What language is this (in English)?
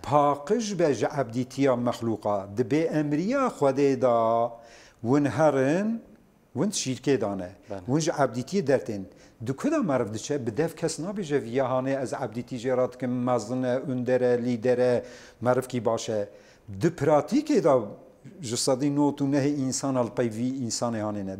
Kurdish